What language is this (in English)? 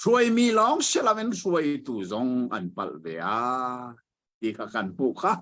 Hakha Chin